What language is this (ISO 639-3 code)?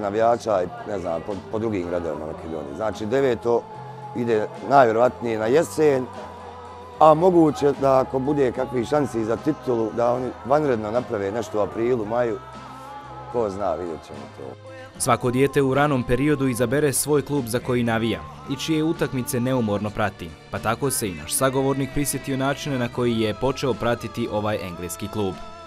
bos